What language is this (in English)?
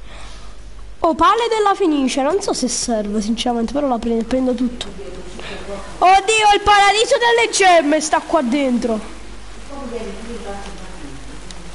Italian